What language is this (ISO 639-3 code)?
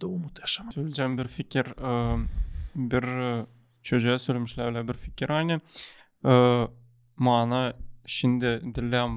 gag